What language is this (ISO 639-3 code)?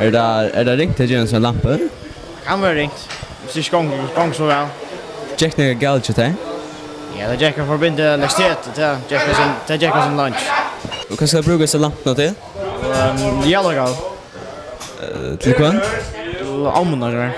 fao